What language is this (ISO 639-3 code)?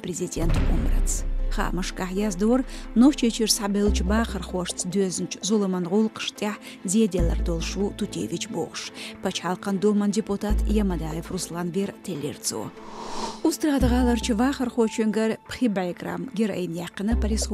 che